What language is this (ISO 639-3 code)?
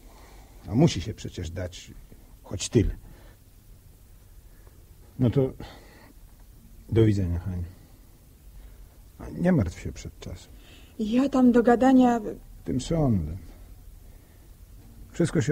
pol